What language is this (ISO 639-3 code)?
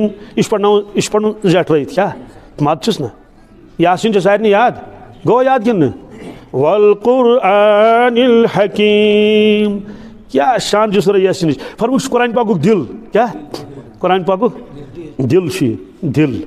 kas